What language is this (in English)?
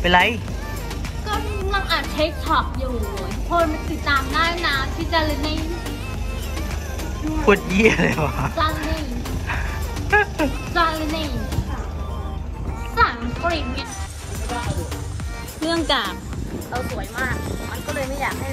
Thai